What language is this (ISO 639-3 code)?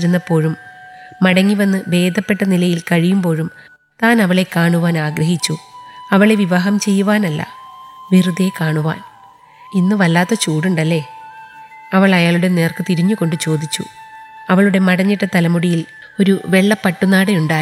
mal